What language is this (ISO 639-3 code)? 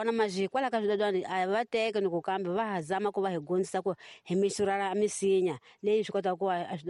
tso